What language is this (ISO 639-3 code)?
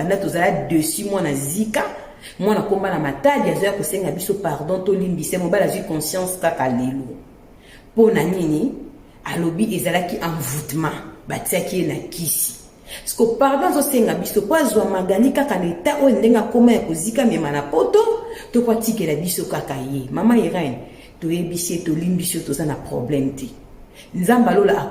lin